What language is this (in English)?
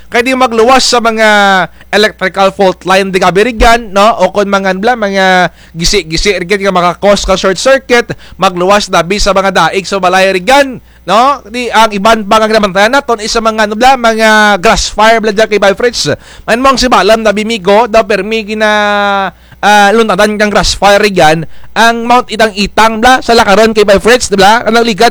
Kinaray-a